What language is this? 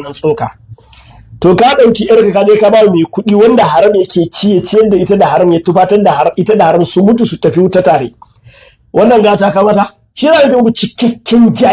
Hausa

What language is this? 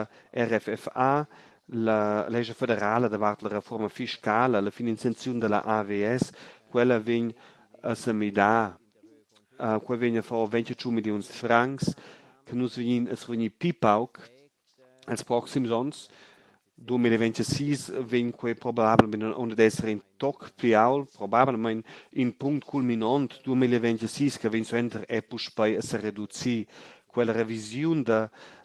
Romansh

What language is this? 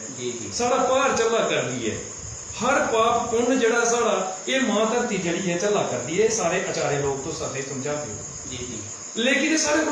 Dogri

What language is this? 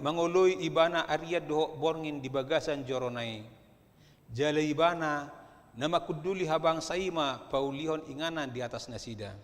Batak Toba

